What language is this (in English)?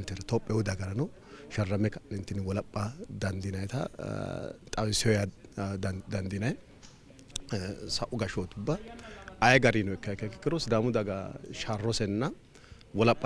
Sidamo